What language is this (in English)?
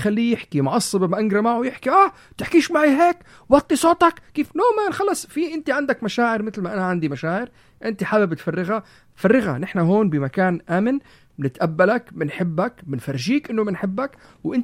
North Levantine Arabic